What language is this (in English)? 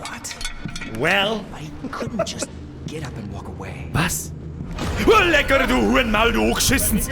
Bavarian